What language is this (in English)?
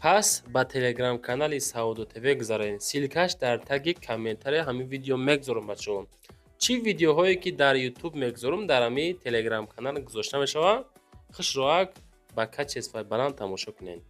Tajik